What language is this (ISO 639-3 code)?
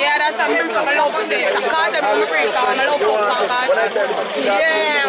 jam